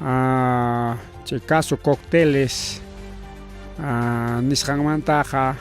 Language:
Ayacucho Quechua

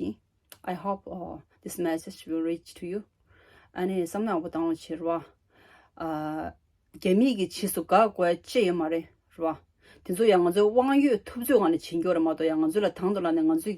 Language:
Tibetan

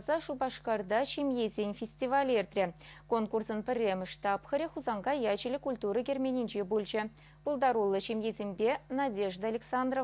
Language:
Chuvash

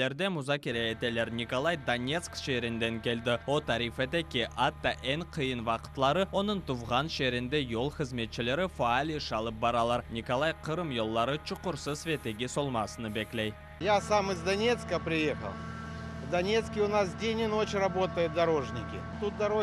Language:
Crimean Tatar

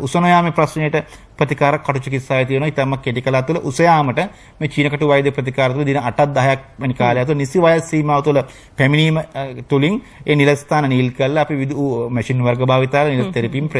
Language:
Sinhala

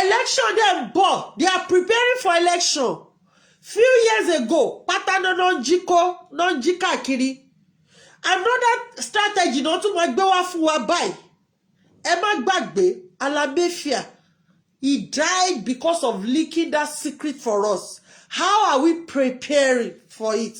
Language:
Yoruba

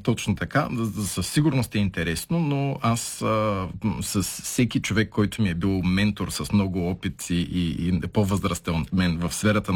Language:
Bulgarian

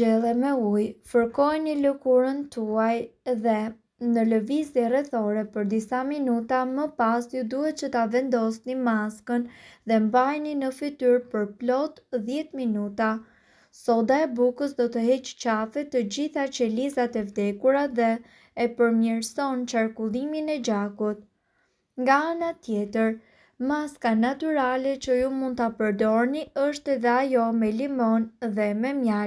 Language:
Albanian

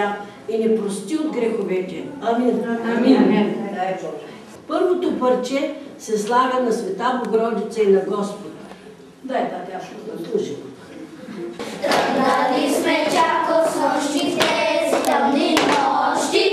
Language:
Bulgarian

